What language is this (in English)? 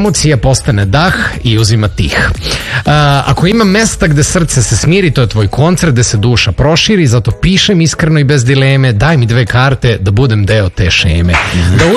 Serbian